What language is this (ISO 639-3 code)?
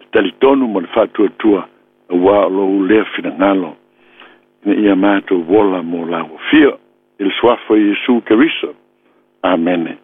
smo